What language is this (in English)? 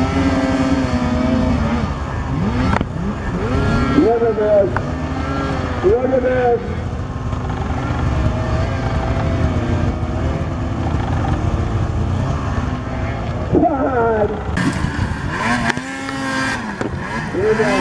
English